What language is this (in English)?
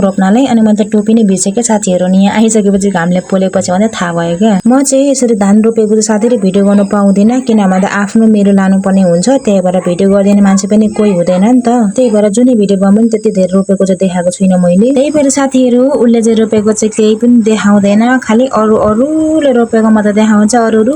Nepali